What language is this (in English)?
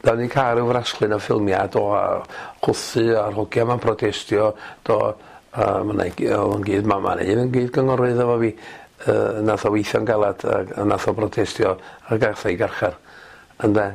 Welsh